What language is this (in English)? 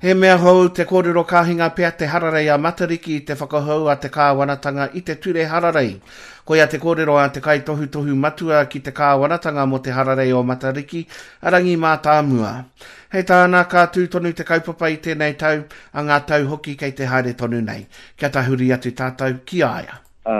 Māori